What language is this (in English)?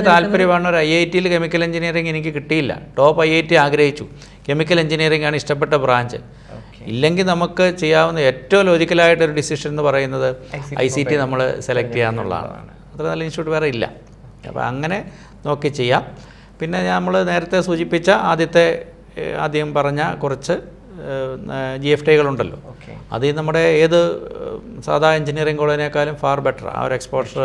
Malayalam